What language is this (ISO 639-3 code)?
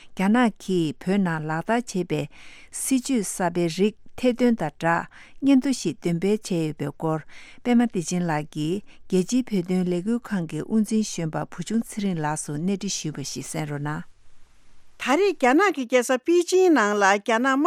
bod